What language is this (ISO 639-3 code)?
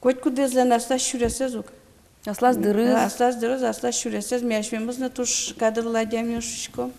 udm